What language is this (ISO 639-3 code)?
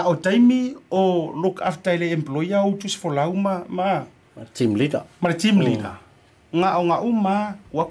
smo